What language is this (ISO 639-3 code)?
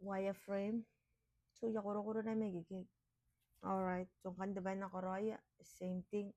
gil